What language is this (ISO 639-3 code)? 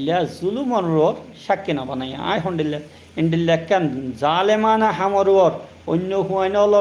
rhg